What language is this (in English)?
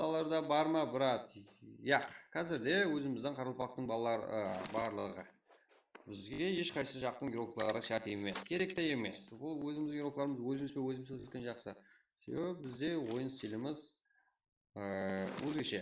Kara-Kalpak